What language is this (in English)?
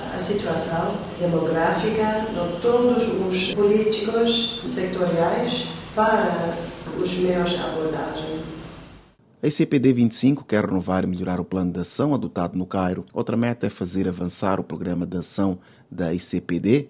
Portuguese